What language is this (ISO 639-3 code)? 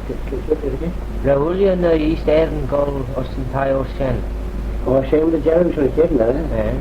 glv